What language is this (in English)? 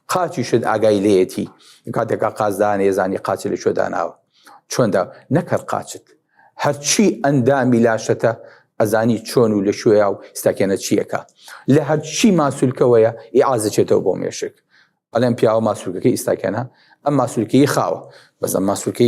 Central Kurdish